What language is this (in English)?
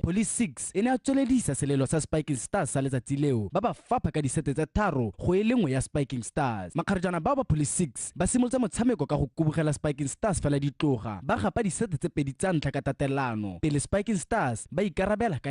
Tswana